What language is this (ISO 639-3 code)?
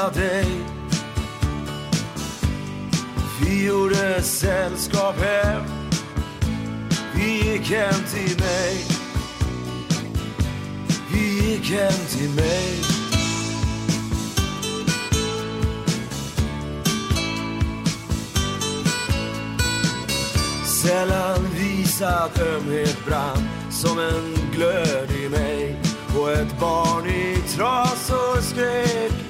swe